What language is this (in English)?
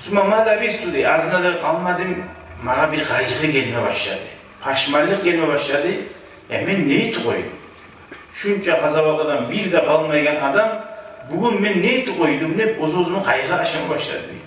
Kumyk